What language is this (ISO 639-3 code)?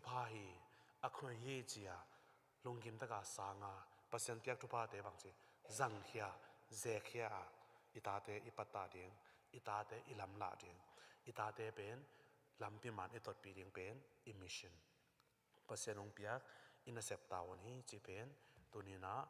ctd